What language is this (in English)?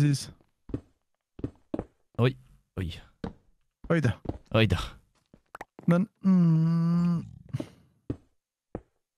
Swedish